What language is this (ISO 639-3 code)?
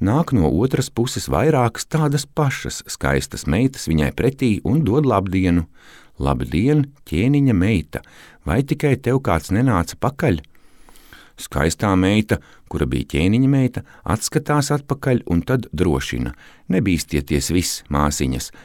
lav